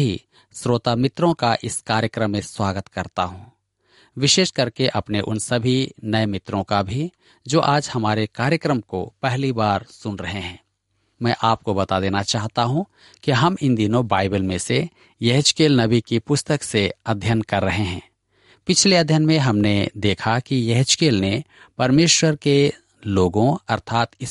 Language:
Hindi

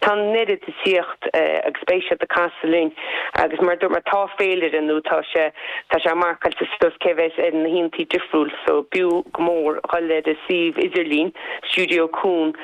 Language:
Irish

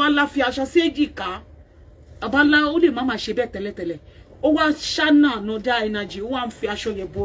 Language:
Yoruba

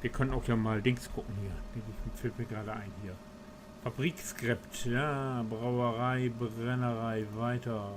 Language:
Low German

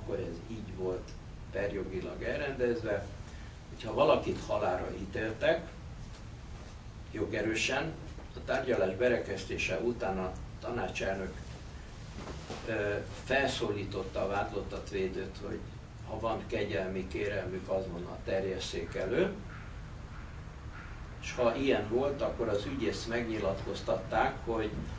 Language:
Hungarian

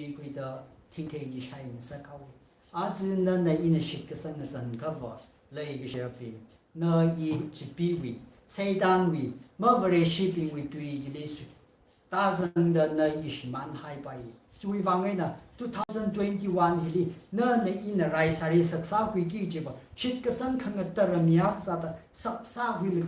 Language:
Tangkhul Naga (India)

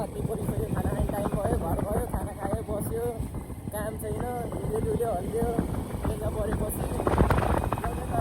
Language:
Nepali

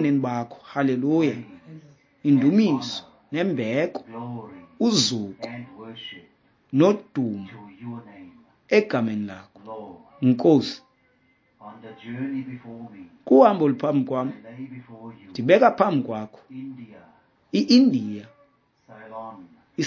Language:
Xhosa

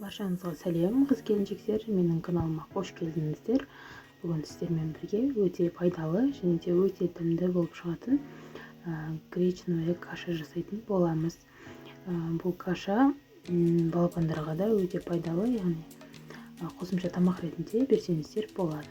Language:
Kazakh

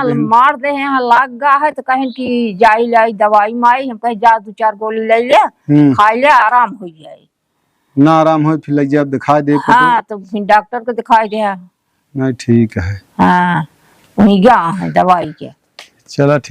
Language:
Awadhi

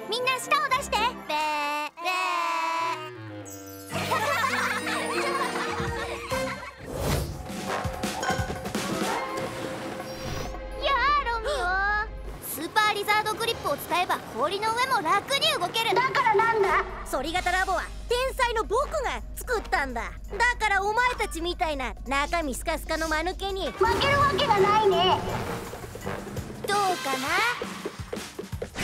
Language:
Japanese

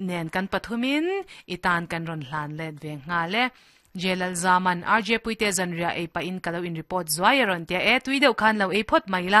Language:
Mizo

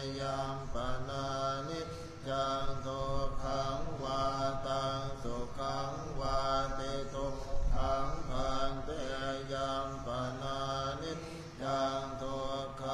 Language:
Pali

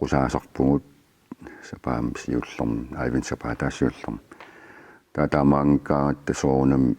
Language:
Kalaallisut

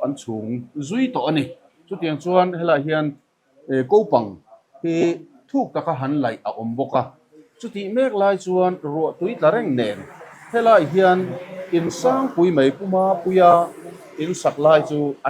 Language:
Mizo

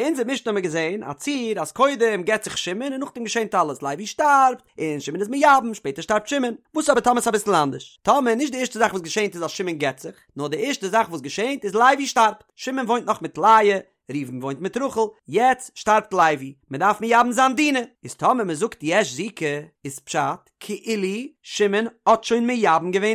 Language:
Yiddish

